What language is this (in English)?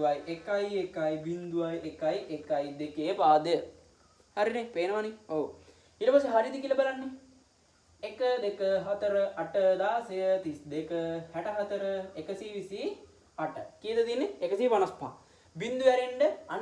Sinhala